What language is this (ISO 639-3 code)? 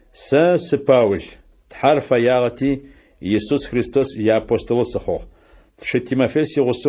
ady